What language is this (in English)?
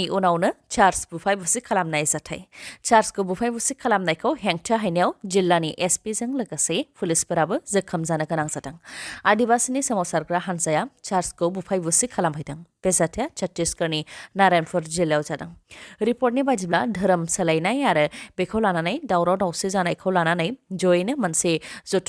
Bodo